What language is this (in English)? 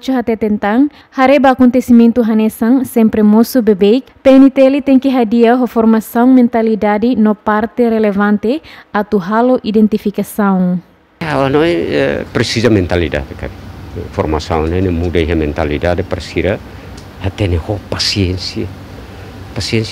Tetum